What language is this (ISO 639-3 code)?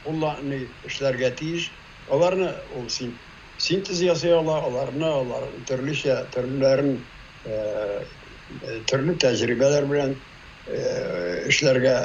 tat